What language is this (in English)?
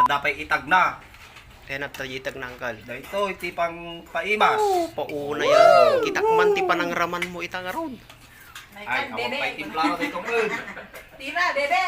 Iloko